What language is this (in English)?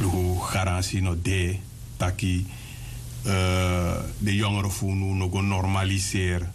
Sranan Tongo